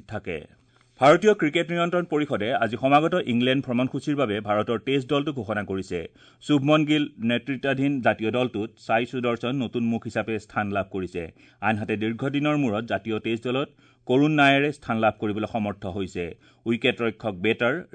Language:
Assamese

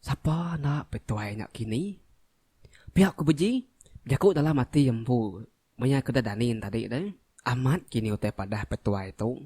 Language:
Iban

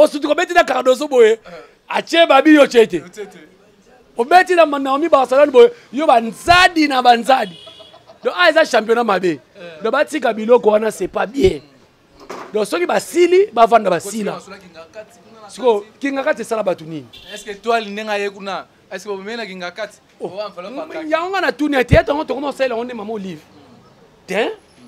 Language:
Lingala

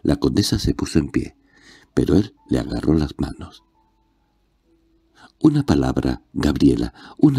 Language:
Spanish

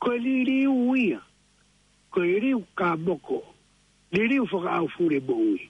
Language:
Tongan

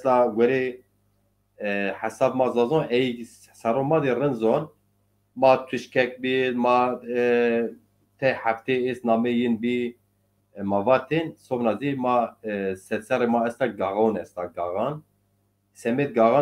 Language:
Zaza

